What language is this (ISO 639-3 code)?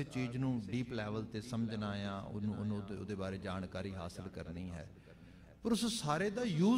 pan